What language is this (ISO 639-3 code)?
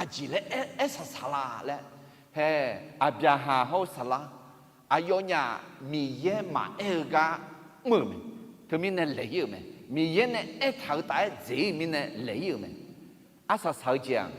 ahk